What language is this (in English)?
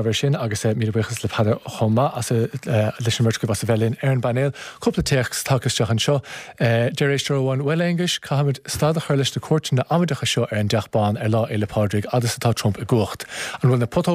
Irish